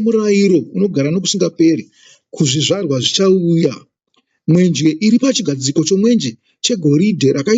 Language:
Shona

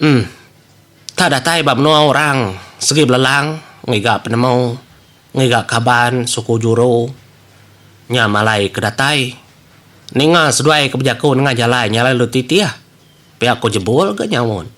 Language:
Iban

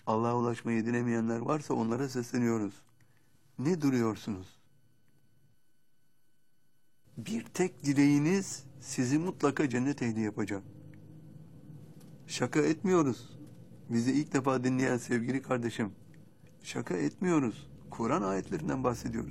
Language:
Turkish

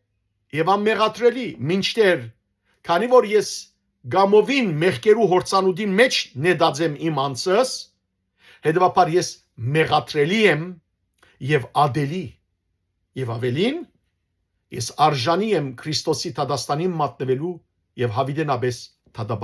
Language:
Western Armenian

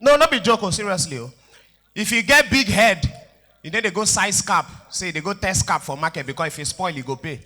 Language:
Nigerian Pidgin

